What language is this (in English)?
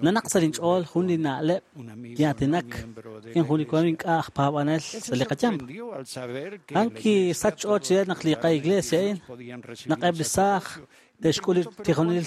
Kekchí